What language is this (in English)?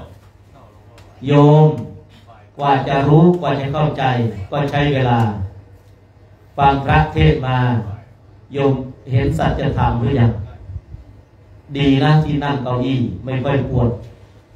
Thai